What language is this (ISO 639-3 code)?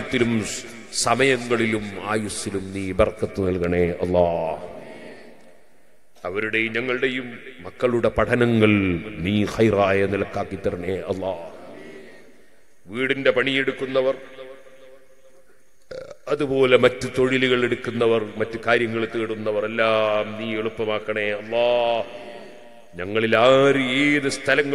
mal